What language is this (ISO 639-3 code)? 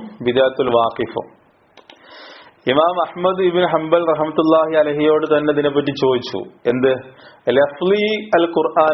mal